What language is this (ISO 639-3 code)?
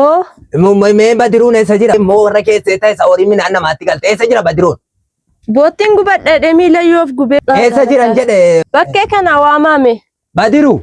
orm